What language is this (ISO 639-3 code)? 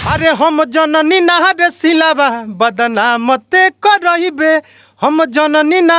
bho